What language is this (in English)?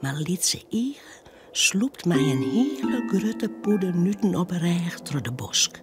Western Frisian